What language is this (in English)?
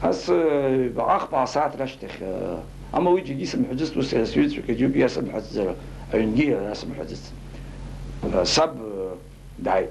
Abkhazian